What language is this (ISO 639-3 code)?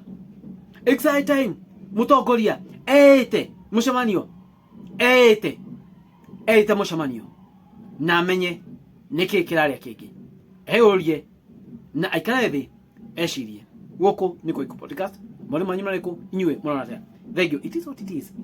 kik